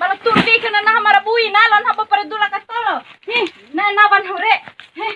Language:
Bima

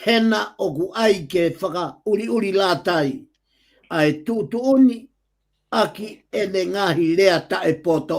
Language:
Tongan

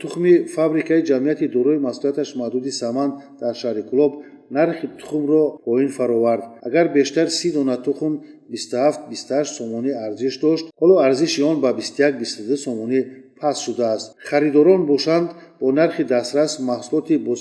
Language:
Tajik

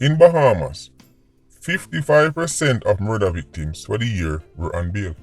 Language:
Jamaican Creole English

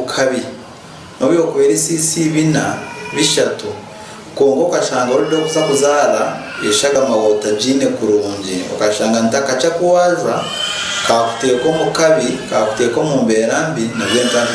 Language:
Nyankole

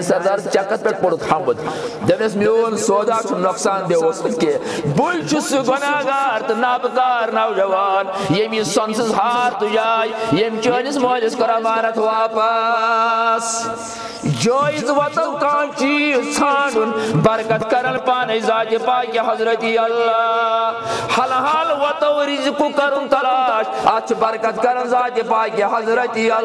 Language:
Kashmiri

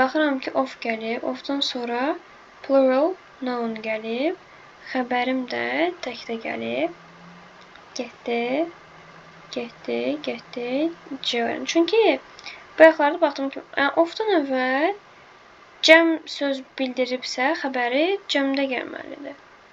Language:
Azerbaijani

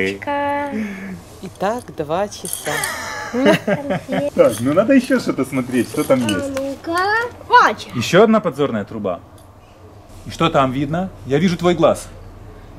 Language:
Russian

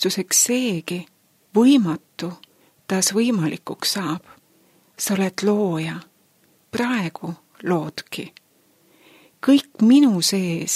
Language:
Estonian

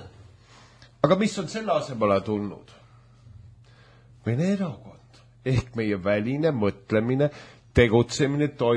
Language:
Estonian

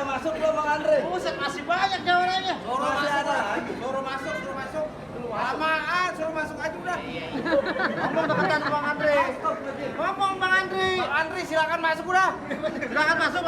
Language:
Betawi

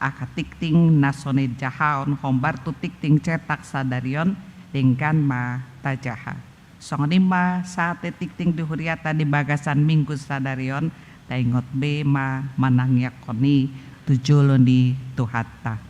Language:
Batak Toba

